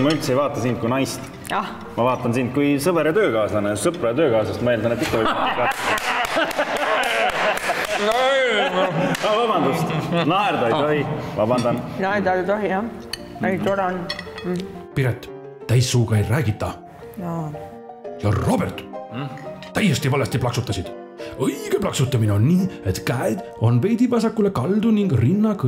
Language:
Estonian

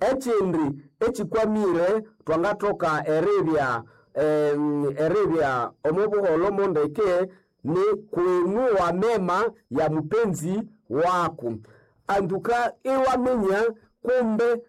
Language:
Nande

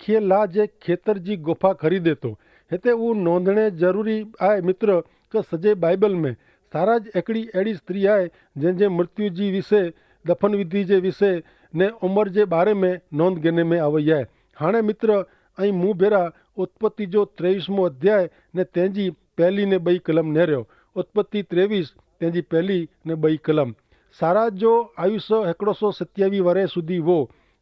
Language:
Kachhi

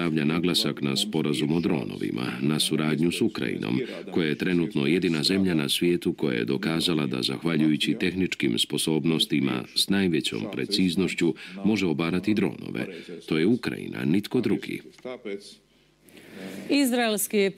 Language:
Croatian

